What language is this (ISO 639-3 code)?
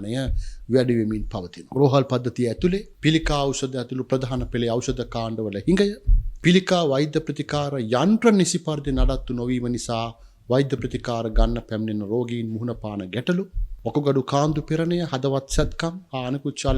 sin